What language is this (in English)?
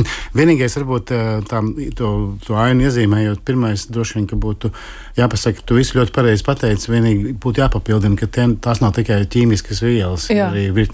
Latvian